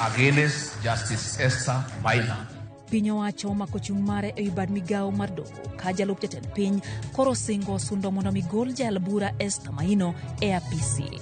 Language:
Luo (Kenya and Tanzania)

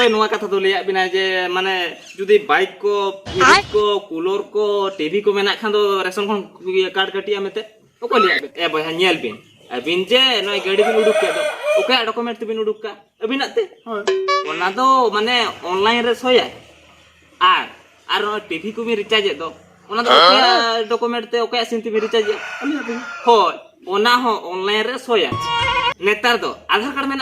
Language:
Santali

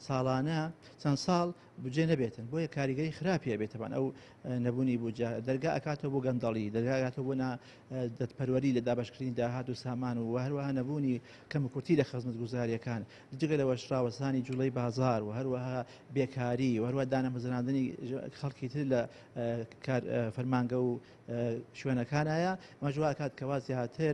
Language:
Central Kurdish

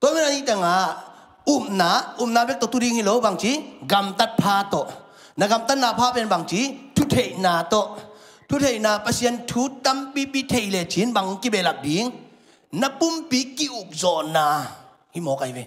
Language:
Tedim Chin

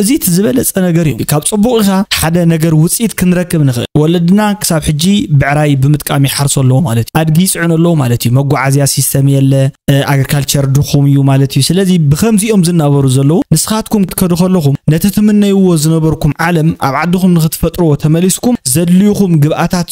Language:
Tigrinya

